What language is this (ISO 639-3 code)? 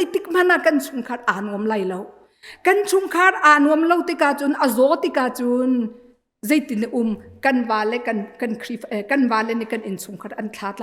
cnh